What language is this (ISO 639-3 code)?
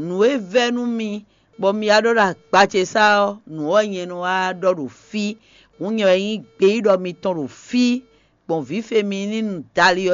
fon